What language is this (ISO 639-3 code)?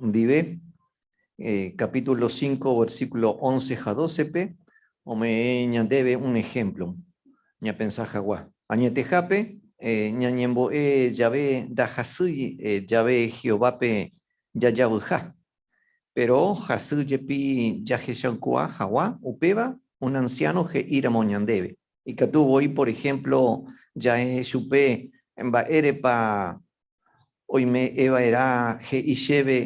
grn